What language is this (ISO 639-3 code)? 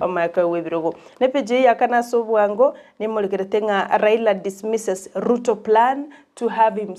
guz